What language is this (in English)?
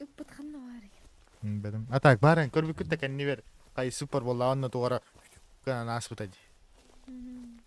Yakut